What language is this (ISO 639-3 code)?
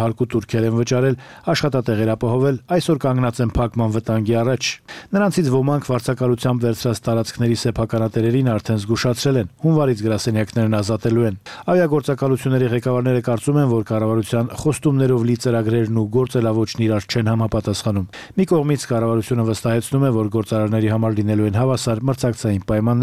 hye